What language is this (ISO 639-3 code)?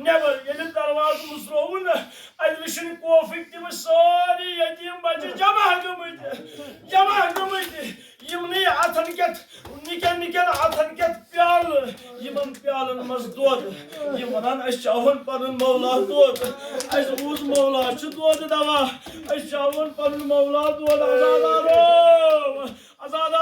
kas